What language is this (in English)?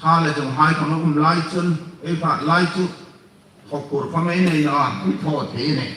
Hmar